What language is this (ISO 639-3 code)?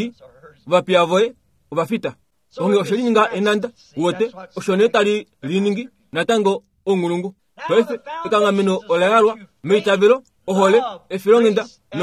kua